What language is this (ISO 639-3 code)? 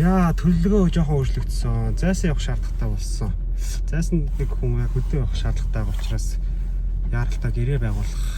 mon